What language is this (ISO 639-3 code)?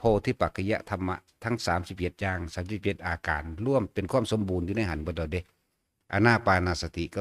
tts